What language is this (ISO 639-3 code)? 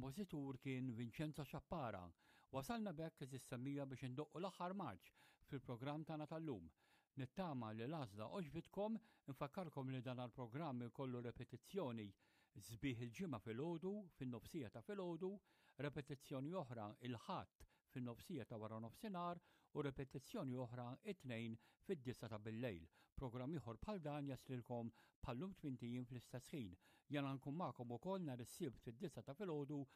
mlt